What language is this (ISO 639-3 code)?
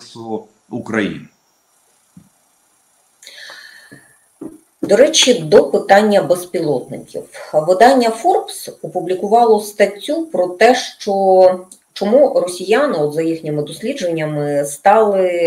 ukr